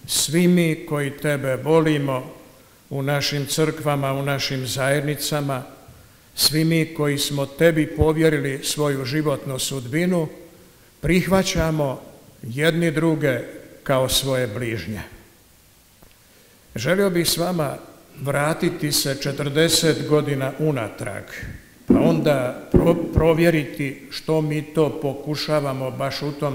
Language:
Croatian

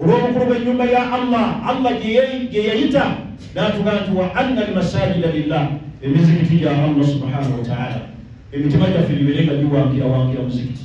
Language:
Ganda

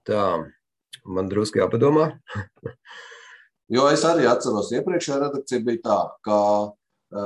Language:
Latvian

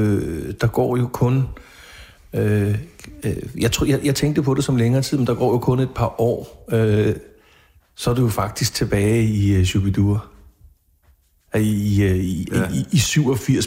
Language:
Danish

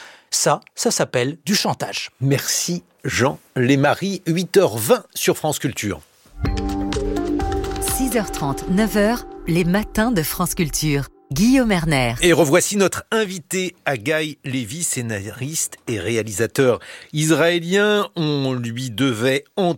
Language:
French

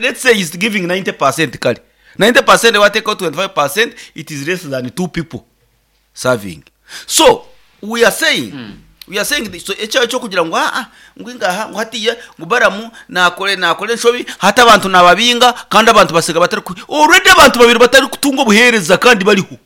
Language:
Nyankole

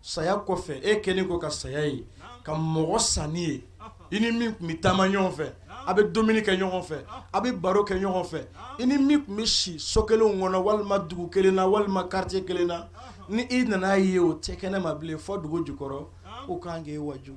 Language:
Bambara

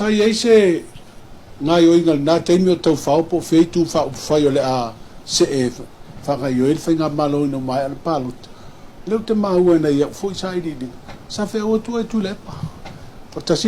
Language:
Samoan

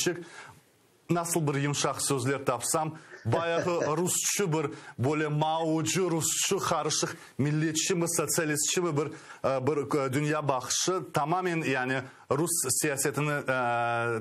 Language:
Crimean Tatar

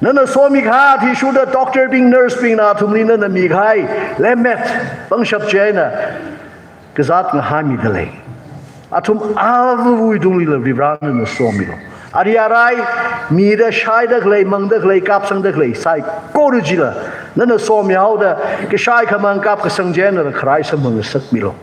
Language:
Tangkhul Naga (India)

